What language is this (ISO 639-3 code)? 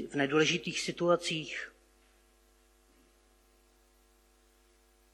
ces